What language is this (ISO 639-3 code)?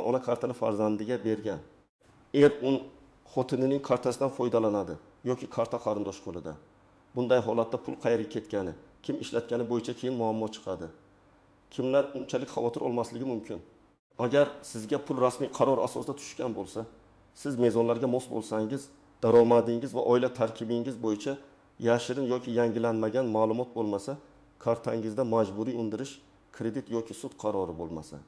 uzb